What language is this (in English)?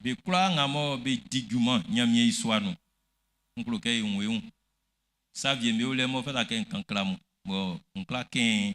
Baoulé